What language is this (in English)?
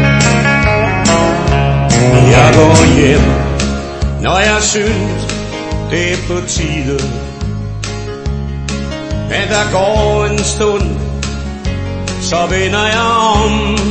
Danish